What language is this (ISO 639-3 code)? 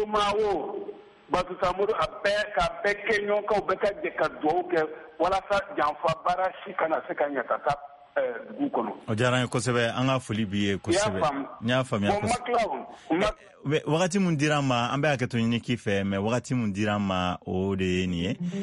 bam